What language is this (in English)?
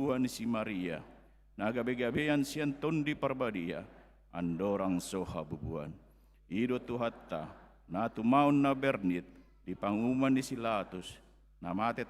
Batak Toba